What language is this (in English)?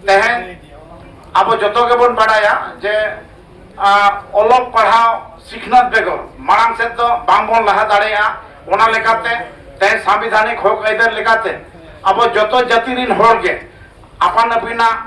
Santali